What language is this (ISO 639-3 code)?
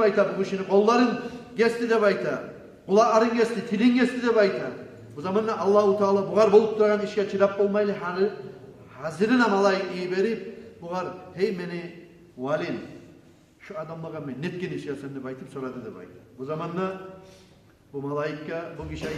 kum